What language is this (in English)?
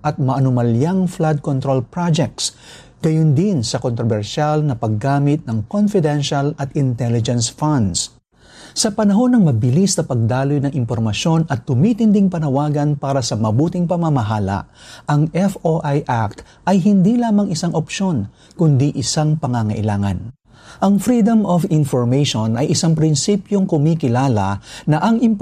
Filipino